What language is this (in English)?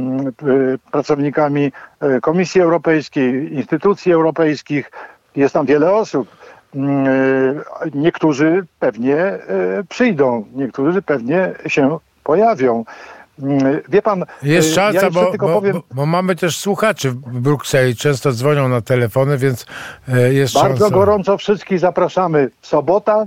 Polish